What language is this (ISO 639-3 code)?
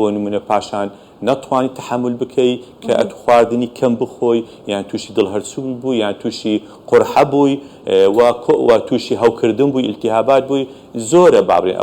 ckb